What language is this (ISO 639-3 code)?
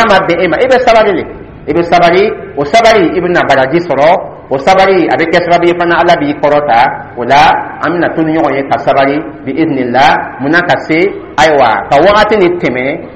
dyu